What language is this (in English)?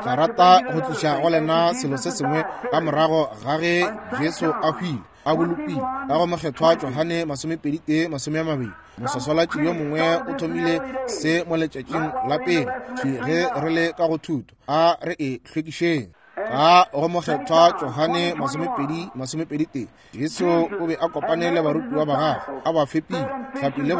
Northern Sotho